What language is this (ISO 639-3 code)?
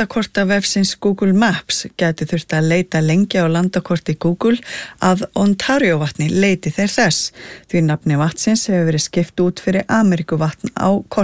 isl